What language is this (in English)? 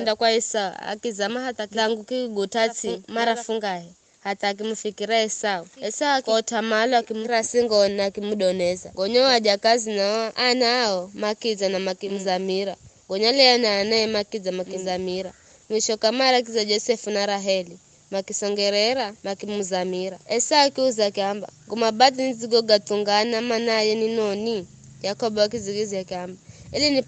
Giryama